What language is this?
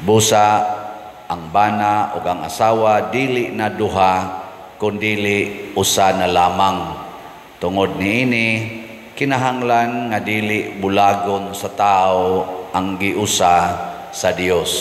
Cebuano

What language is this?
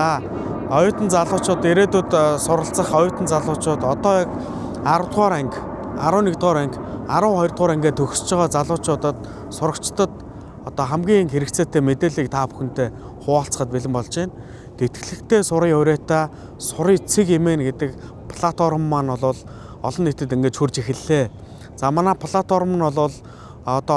Mongolian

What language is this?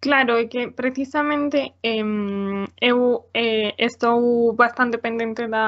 Galician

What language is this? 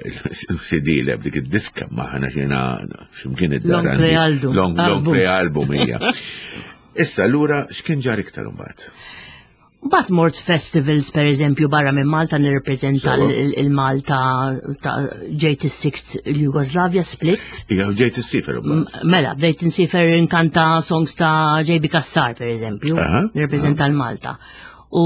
Maltese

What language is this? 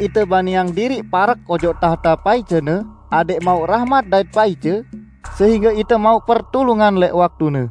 Sasak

